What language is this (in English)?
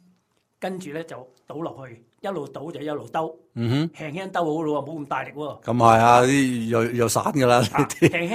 Cantonese